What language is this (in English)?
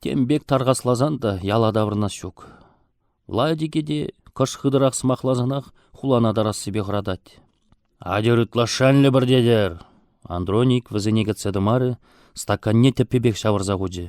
Chuvash